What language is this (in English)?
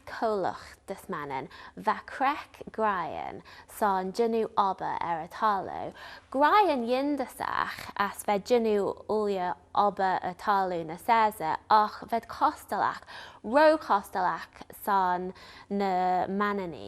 Manx